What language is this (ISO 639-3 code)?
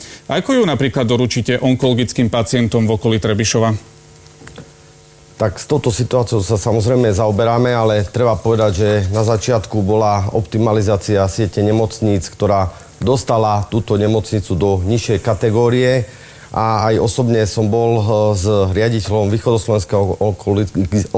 slk